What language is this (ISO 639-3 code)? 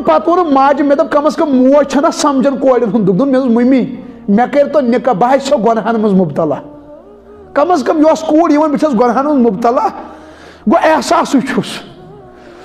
kas